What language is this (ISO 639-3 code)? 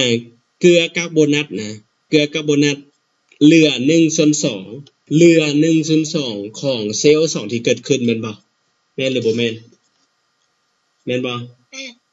lao